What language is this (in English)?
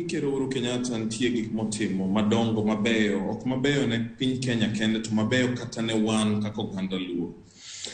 Luo (Kenya and Tanzania)